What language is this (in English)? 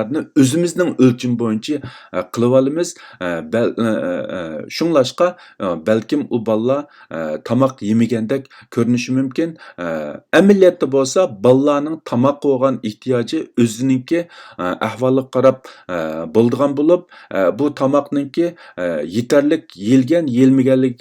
Uyghur